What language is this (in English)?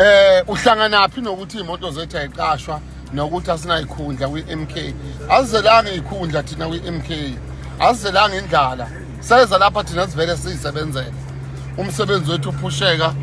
Zulu